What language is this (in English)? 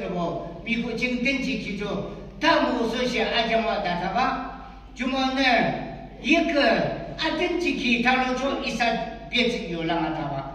Yimchungru Naga